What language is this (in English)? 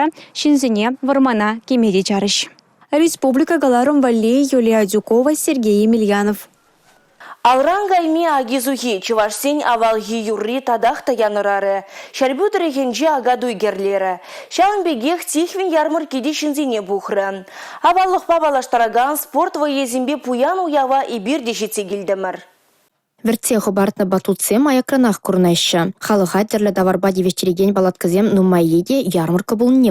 Chuvash